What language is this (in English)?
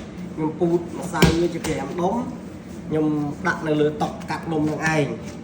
Khmer